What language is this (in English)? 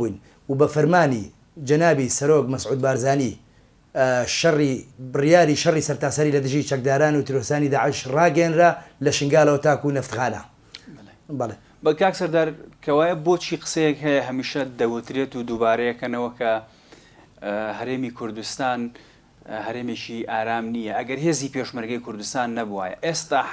Central Kurdish